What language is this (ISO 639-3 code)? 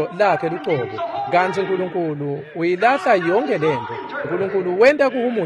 ssw